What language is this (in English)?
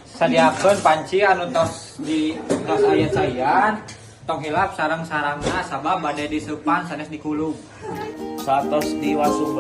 Sundanese